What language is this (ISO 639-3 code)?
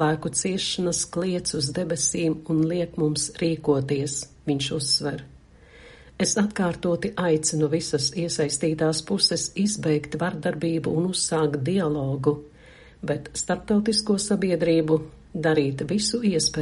lav